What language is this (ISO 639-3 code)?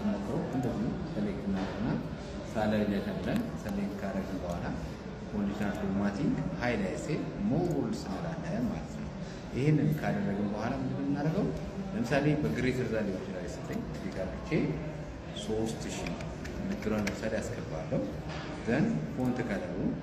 amh